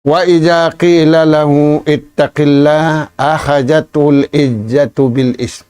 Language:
Tausug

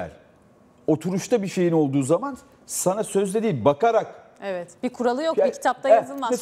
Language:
Turkish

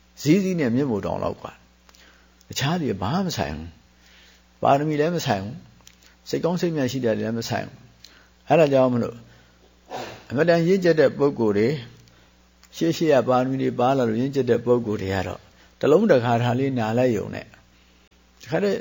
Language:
Burmese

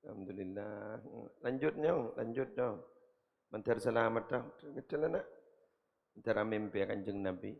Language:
Madurese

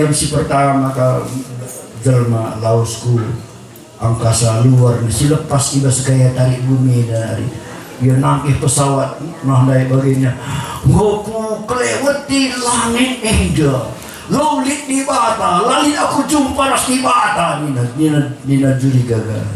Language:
Batak Karo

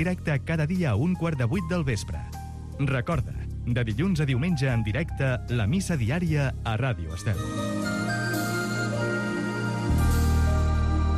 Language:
Catalan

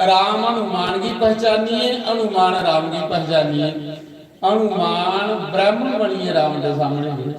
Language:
Dogri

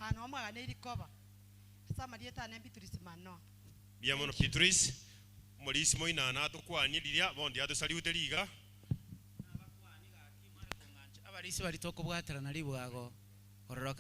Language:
Gusii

